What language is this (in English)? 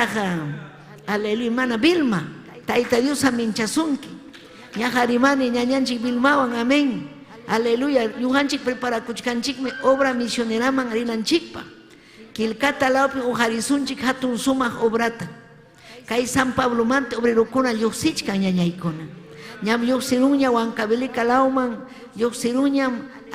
Ayacucho Quechua